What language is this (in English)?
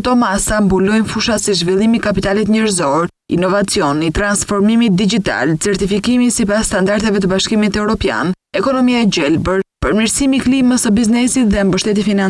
Albanian